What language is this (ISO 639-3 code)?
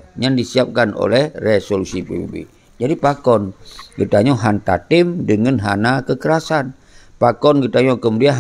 ace